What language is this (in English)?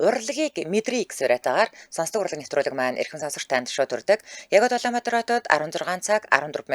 Mongolian